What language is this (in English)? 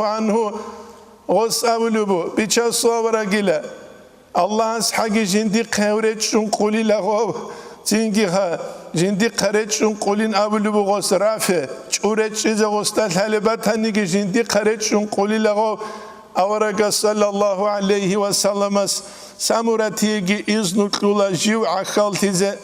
Avaric